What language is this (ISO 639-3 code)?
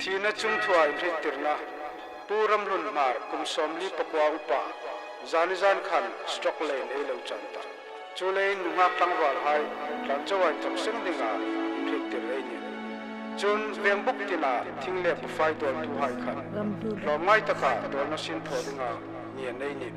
hmr